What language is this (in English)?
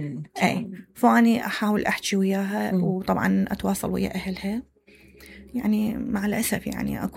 Mesopotamian Arabic